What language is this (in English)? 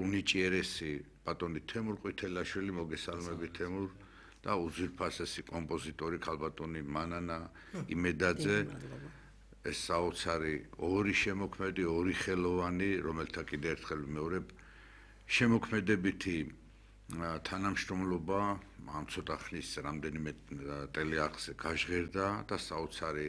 Georgian